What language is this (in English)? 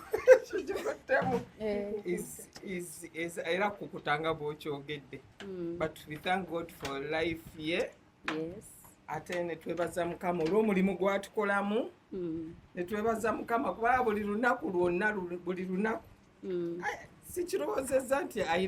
Ganda